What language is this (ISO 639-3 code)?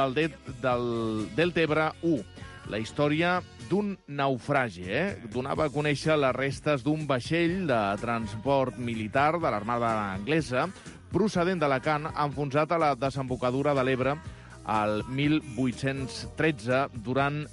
cat